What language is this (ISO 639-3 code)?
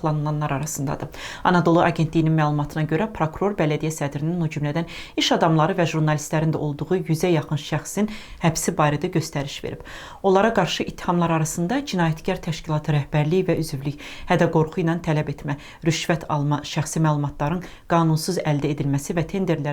aze